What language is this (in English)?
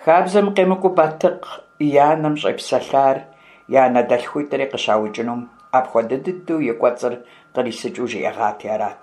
Kabardian